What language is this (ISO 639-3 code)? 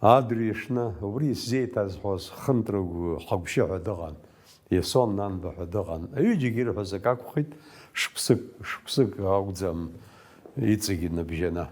abk